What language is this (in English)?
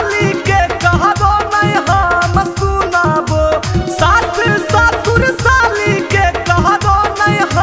Magahi